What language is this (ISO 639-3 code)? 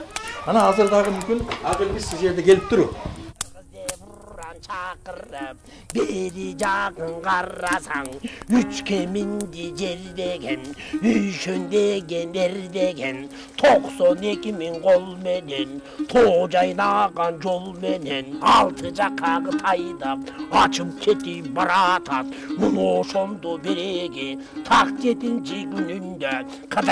kir